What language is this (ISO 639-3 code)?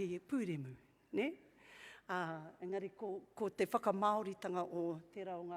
mri